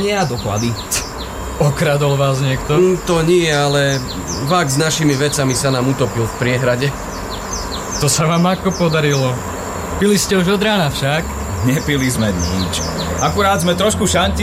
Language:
Slovak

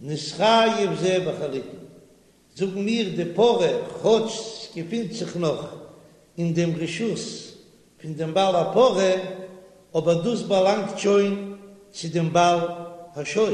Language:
Yiddish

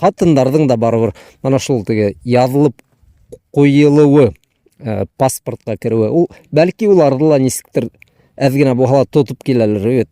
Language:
Bashkir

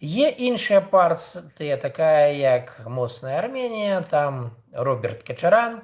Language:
Belarusian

